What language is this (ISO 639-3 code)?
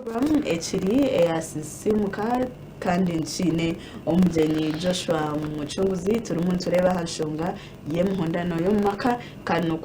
nyn